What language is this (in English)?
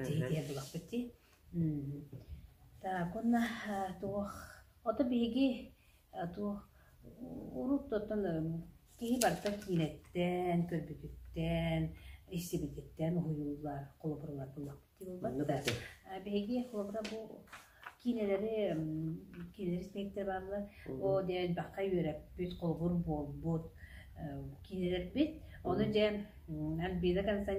Yakut